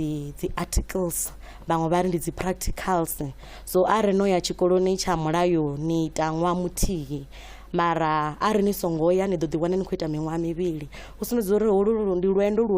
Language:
Venda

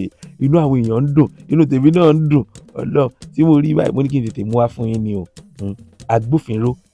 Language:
Yoruba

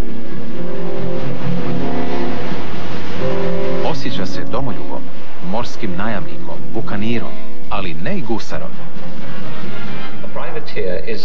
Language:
Croatian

